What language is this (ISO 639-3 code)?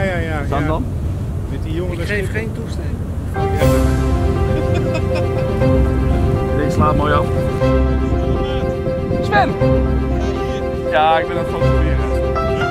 nld